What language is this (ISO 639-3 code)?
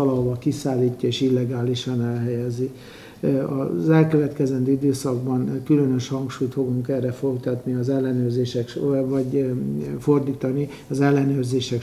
hun